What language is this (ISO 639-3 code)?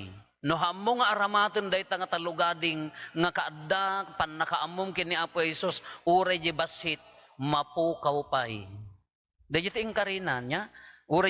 ilo